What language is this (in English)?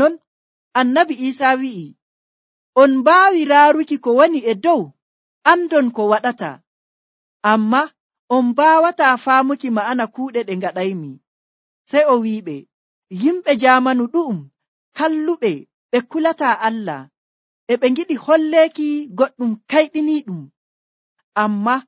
Nigerian Fulfulde